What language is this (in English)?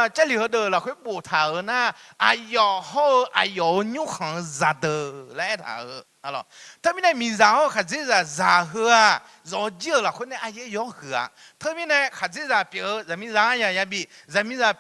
Akha